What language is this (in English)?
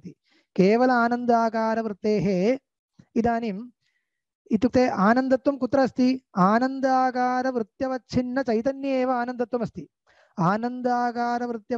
Sanskrit